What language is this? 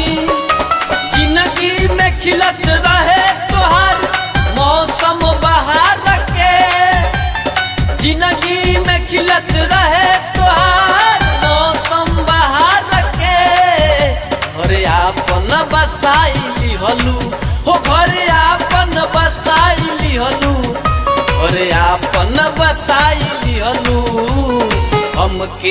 Bhojpuri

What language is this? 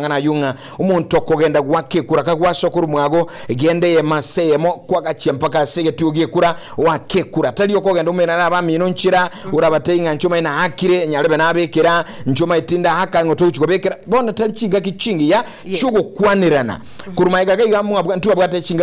Gusii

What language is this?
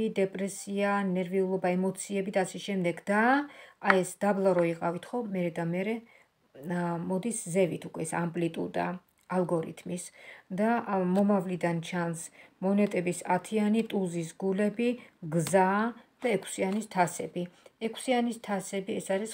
Georgian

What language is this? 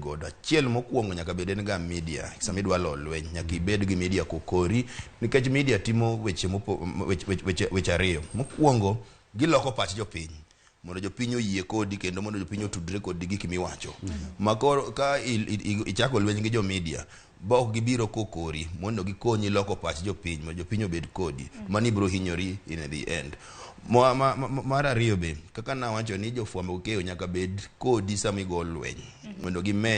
Luo (Kenya and Tanzania)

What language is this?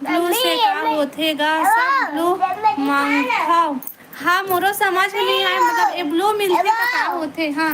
Chhattisgarhi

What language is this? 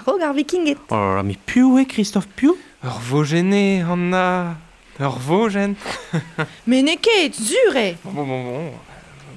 Breton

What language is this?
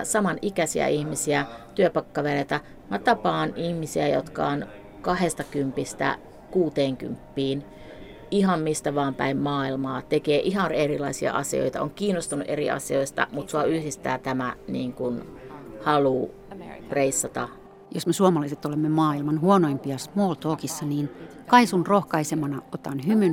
Finnish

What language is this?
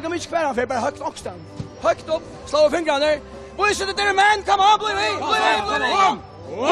Faroese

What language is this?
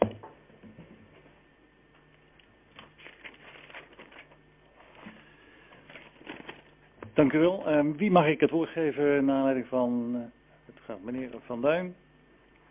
Dutch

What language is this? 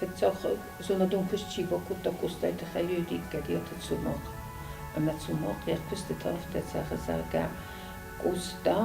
Ossetic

